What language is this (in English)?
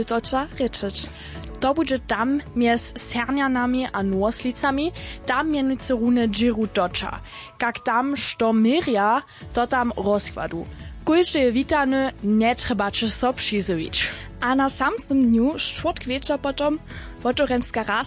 Upper Sorbian